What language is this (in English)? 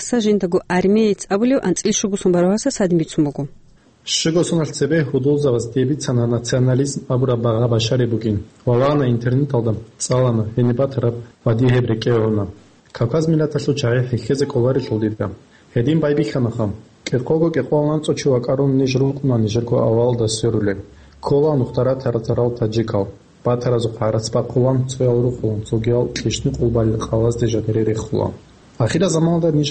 Avaric